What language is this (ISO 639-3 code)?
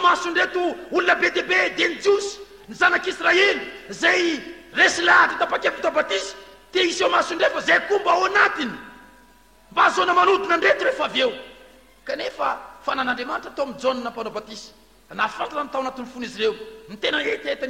mlg